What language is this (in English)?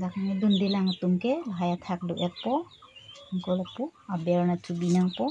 Karbi